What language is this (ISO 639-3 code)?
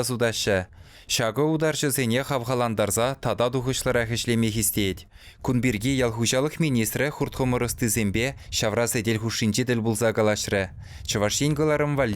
chv